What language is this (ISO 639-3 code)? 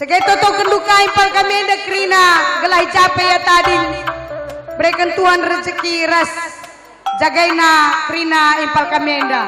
btx